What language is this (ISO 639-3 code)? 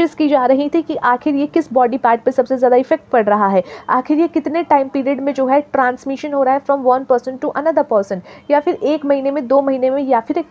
hin